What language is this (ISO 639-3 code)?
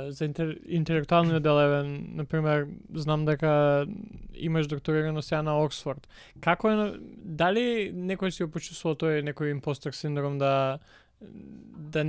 mkd